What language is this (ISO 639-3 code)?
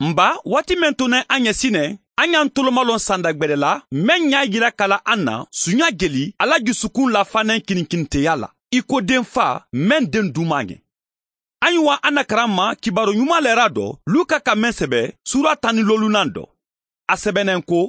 man